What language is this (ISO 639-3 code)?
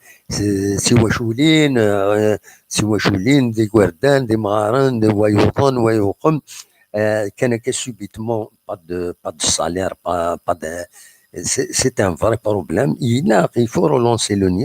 kab